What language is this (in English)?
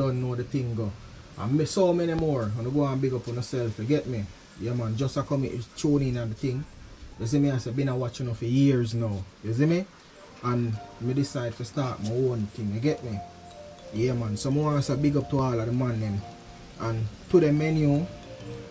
Jamaican Creole English